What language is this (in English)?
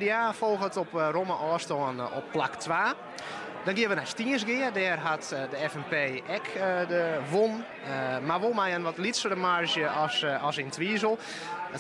Western Frisian